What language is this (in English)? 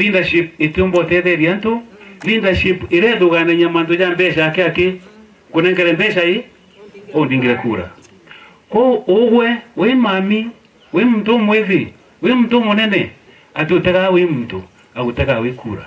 Meru